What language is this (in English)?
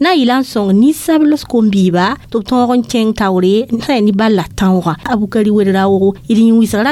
Mossi